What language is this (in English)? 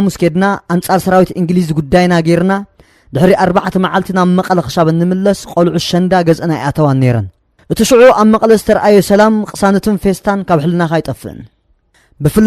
Tigrinya